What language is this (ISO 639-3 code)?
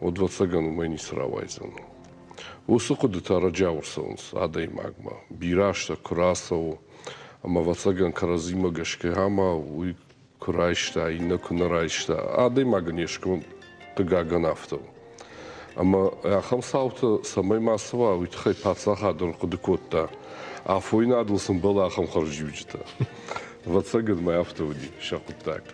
oss